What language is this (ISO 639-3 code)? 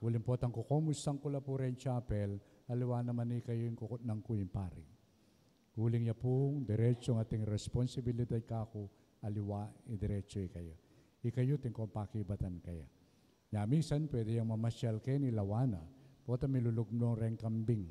pam